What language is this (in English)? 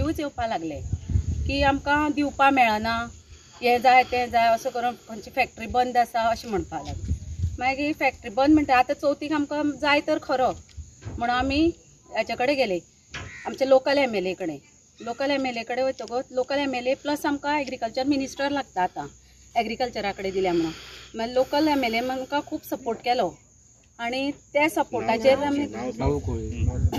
Konkani